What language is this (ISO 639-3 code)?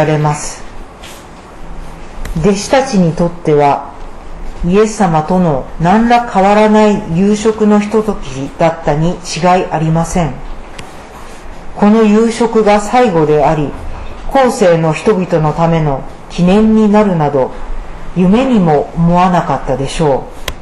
jpn